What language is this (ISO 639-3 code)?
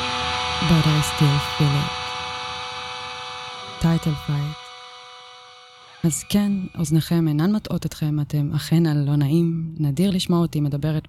heb